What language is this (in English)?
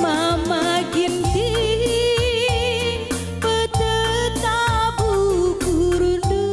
Batak Karo